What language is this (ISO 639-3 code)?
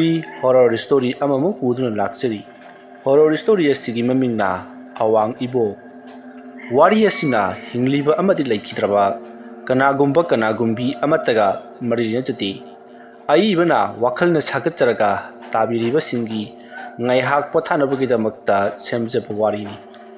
mni